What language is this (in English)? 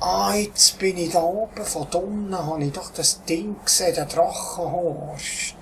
Swiss German